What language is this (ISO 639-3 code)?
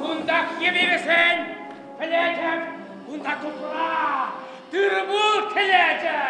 chv